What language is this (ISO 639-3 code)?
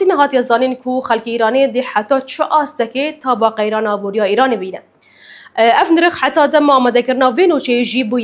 kur